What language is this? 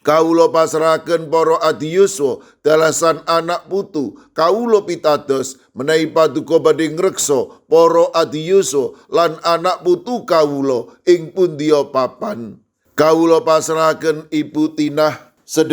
Javanese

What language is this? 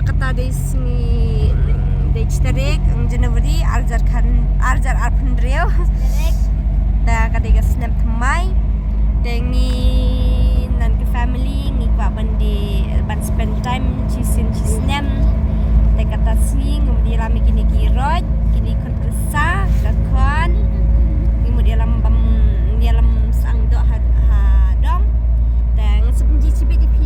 Khasi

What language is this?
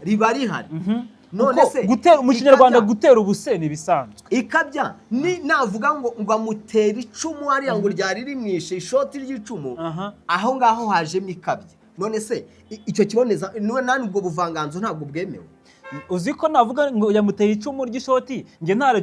Kinyarwanda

